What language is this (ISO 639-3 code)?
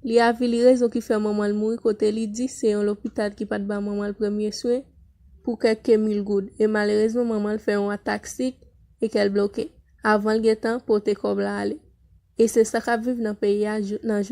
hat